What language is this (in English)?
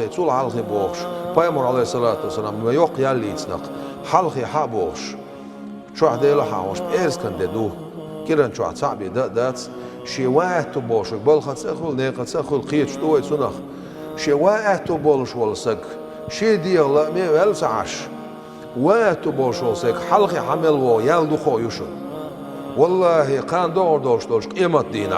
Chechen